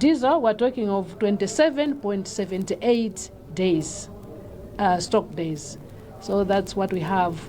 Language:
English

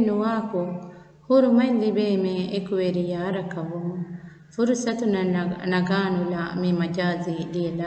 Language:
Divehi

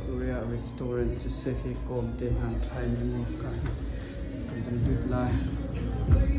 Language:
Hakha Chin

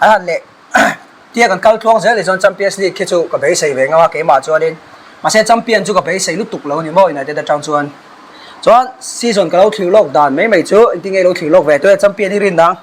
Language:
Mizo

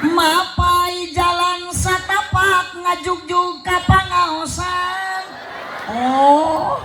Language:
Sundanese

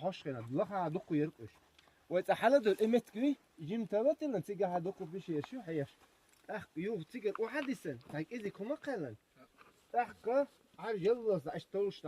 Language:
Chechen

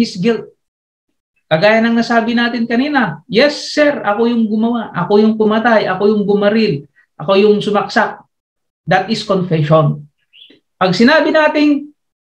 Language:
Filipino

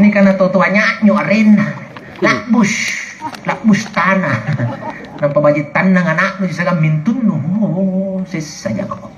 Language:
Makasar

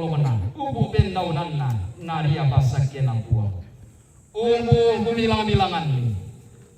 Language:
Toraja-Sa'dan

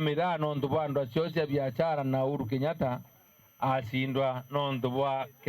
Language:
Meru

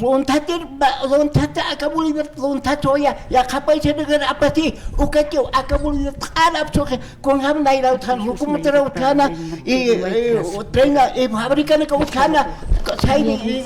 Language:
Aymara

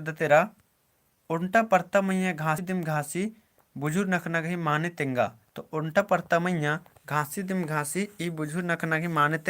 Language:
Kurukh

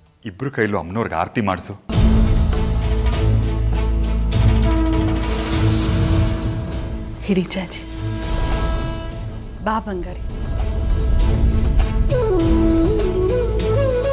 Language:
Kannada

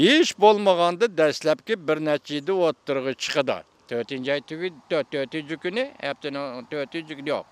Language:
Uyghur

